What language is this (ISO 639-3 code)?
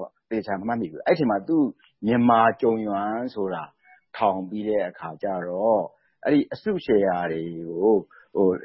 mya